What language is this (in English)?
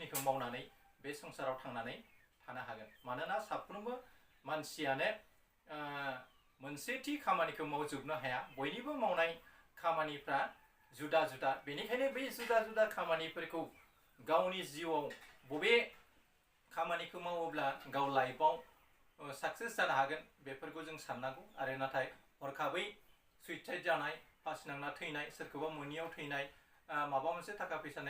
Bodo